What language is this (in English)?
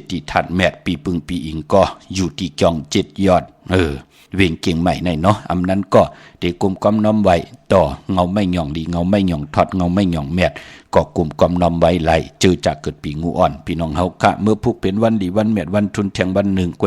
Shan